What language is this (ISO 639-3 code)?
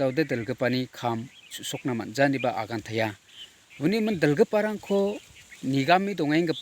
grt